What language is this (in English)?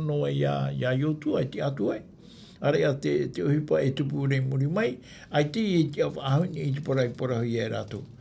Tahitian